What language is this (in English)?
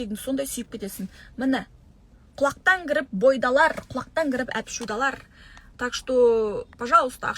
Kazakh